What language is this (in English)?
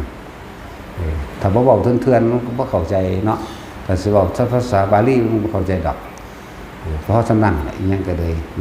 Northeastern Thai